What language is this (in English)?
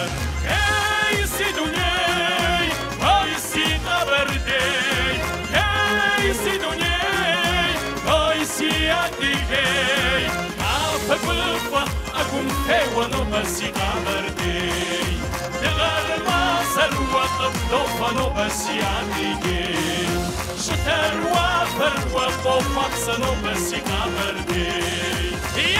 Kabardian